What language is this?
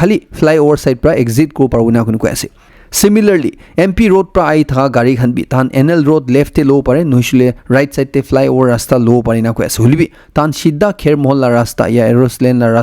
Naga Pidgin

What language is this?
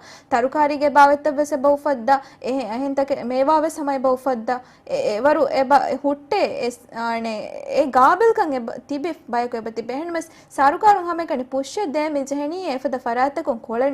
Divehi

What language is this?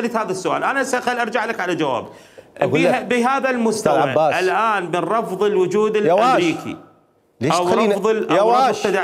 Mesopotamian Arabic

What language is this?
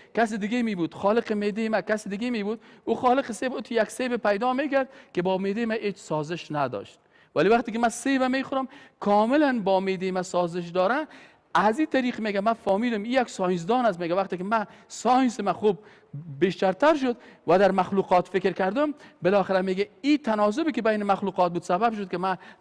Persian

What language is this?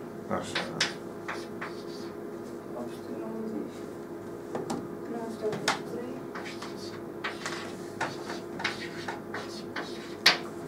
Romanian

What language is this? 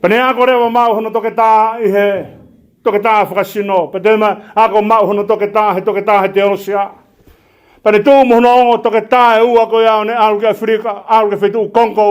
Tongan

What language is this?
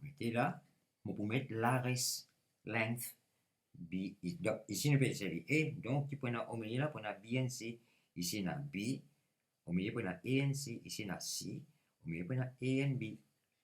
Morisyen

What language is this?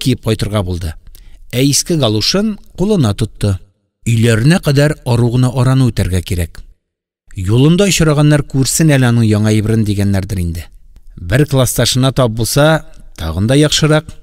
Tatar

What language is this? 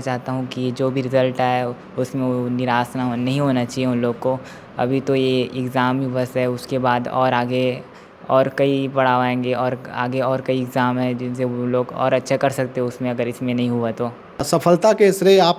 Chhattisgarhi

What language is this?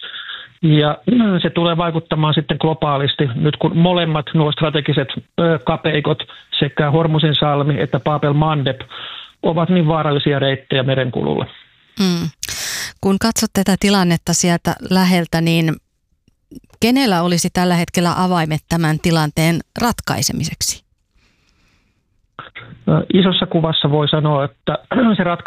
Finnish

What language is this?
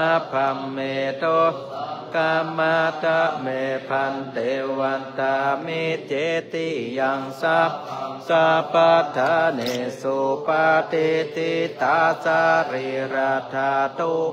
Pali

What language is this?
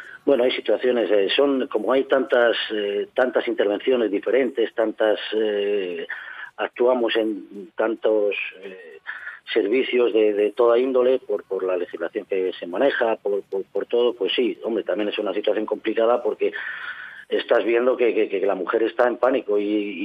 Spanish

